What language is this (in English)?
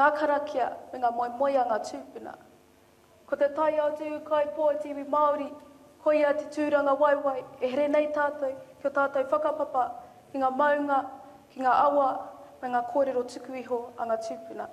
Māori